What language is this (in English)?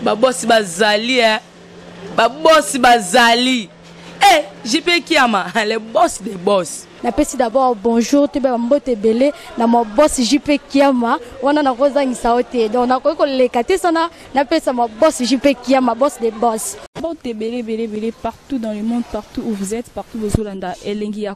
Lingala